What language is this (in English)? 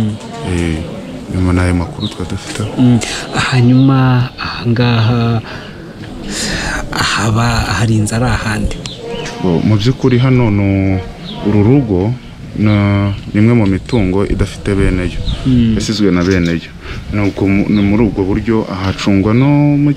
Kinyarwanda